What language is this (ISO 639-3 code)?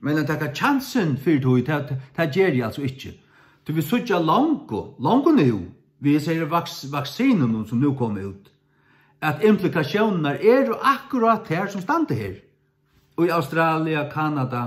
fao